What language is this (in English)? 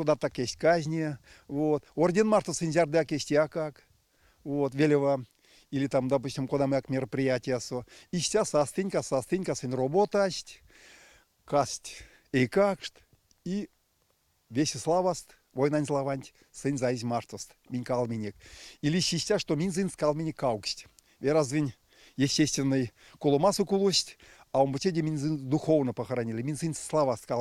Erzya